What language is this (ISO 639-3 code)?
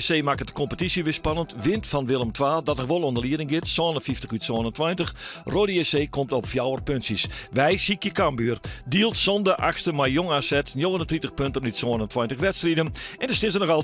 fry